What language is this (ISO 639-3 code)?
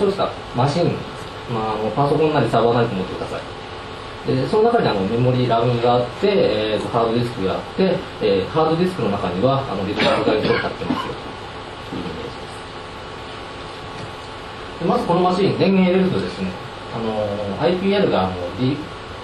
jpn